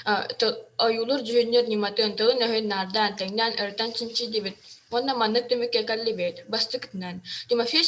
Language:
Yakut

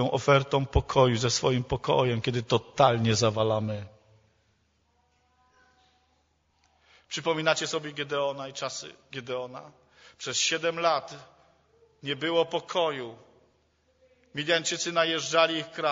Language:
Polish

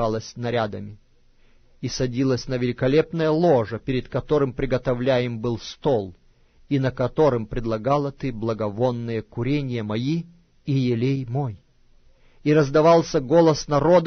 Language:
Russian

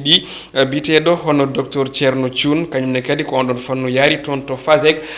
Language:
Fula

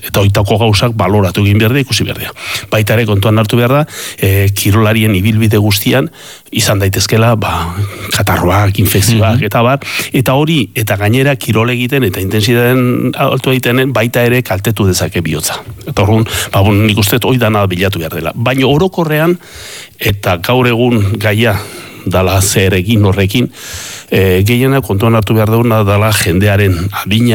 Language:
Basque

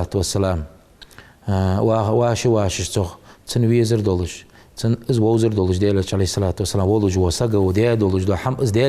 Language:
Ingush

